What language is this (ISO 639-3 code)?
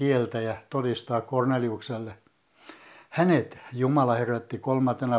fin